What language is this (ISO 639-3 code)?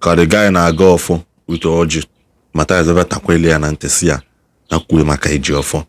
ibo